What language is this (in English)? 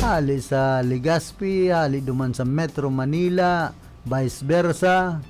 Bikol